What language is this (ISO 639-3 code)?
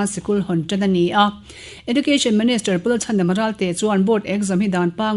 lus